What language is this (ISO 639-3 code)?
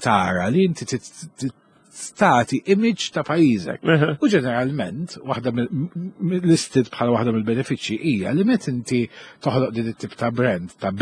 mlt